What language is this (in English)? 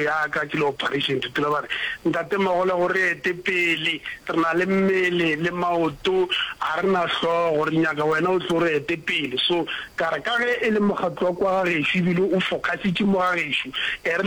Northern Sotho